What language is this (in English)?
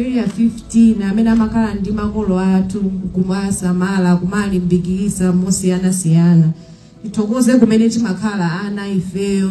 Nyanja